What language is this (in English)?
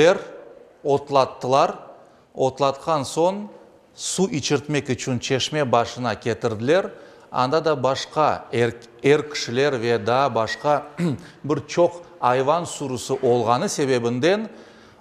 Crimean Tatar